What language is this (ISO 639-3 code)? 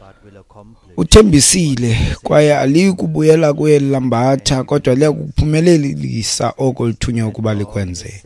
xho